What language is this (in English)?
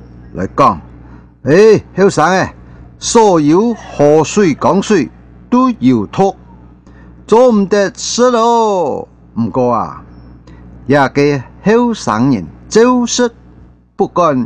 Hakka Chinese